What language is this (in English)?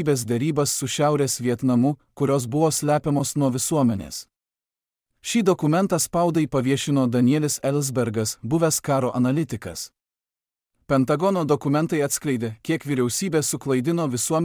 Lithuanian